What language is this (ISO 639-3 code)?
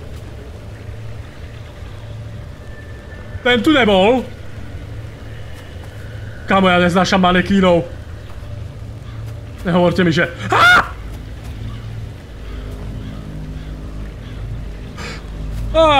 slk